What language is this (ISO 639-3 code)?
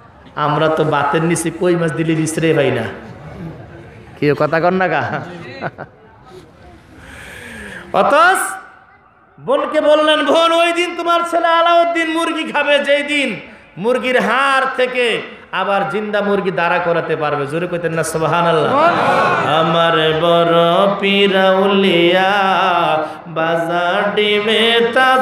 ben